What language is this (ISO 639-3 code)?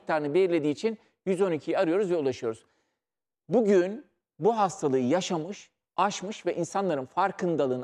tur